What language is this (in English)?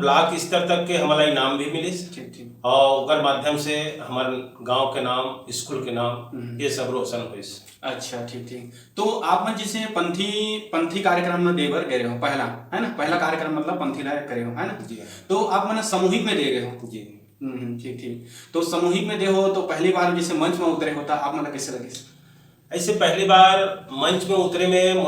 Chhattisgarhi